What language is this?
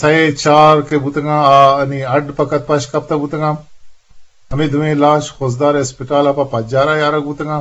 Eastern Balochi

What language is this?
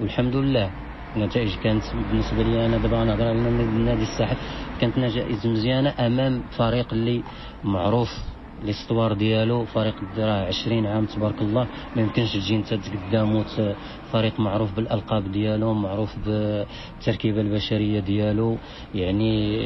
Moroccan Arabic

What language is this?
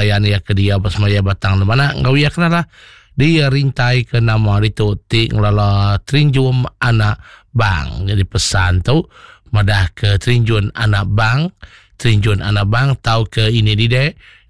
Iban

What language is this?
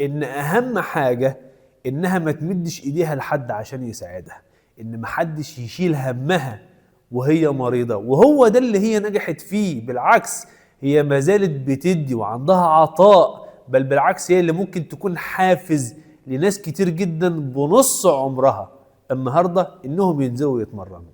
Egyptian Arabic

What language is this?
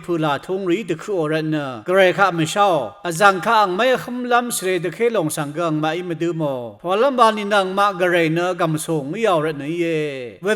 Rawang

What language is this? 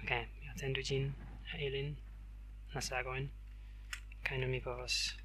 Esperanto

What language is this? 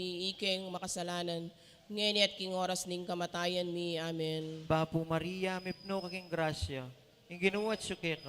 Pampanga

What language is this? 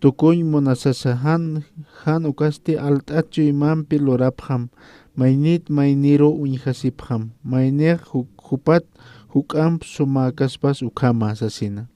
Aymara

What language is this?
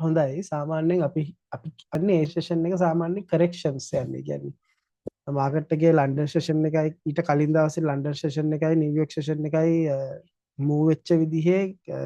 Sinhala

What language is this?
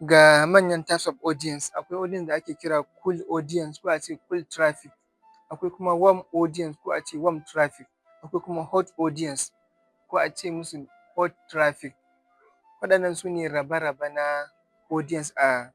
Hausa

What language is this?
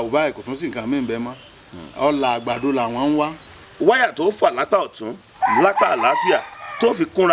Yoruba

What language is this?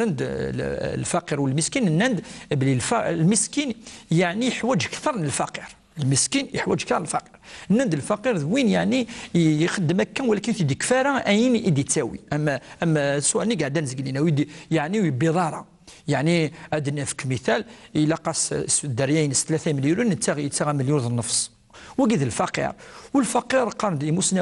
Kabyle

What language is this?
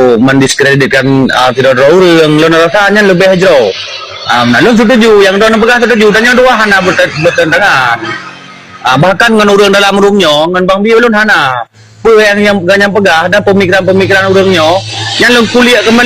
Achinese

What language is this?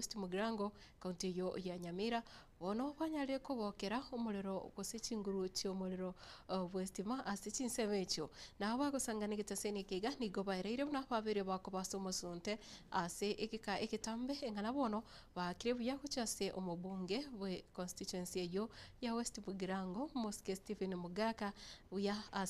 Gusii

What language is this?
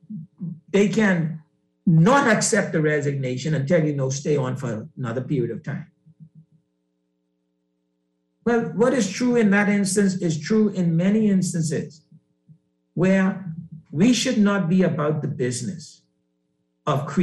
English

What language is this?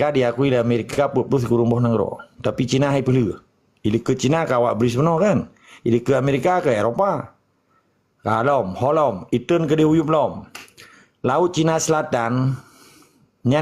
Achinese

